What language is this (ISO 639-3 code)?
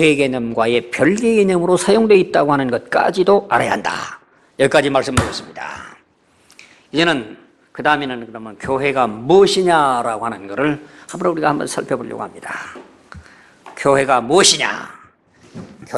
kor